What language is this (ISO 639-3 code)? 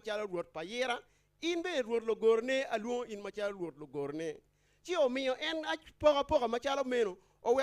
ach